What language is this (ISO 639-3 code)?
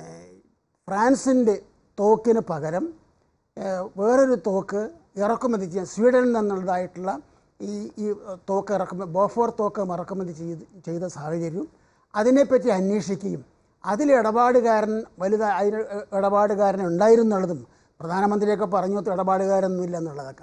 mal